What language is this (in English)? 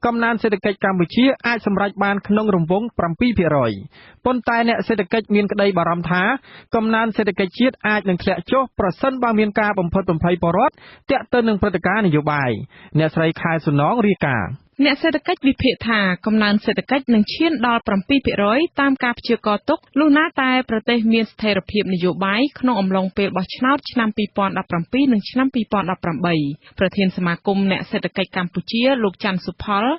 Khmer